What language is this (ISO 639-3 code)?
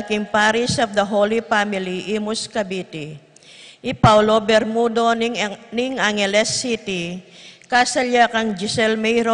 pam